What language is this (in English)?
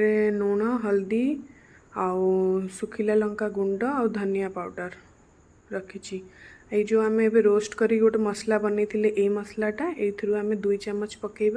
Odia